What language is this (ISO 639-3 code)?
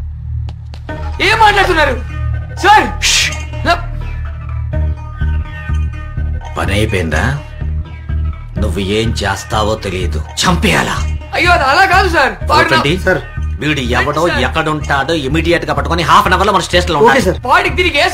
tel